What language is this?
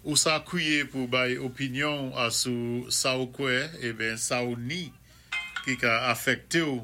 Saint Lucian Creole French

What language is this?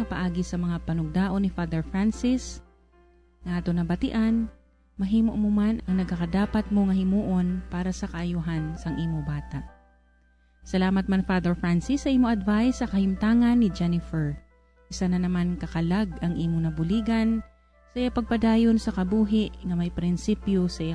Hiligaynon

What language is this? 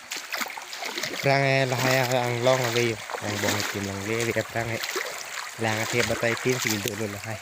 Karbi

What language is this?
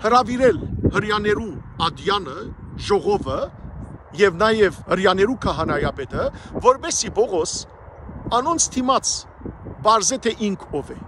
Western Armenian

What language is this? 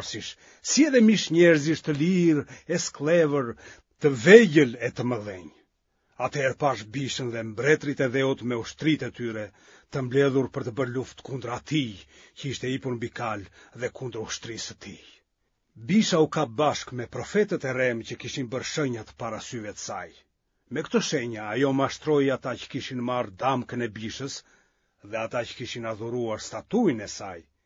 Albanian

